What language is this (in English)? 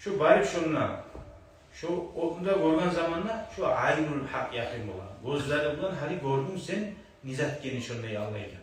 Kumyk